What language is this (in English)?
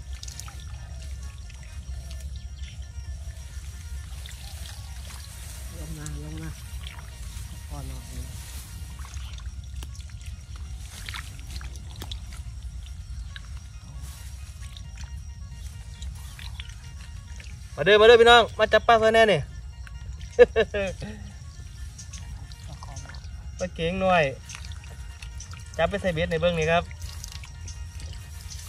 Northeastern Thai